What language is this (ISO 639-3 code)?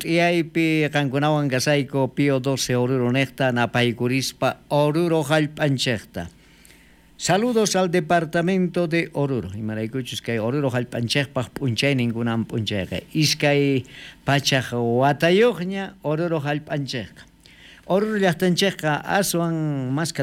quh